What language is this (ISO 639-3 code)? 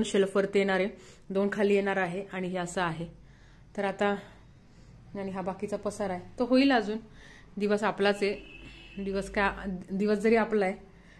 mar